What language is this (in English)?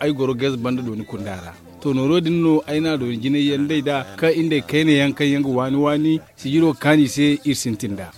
Zarma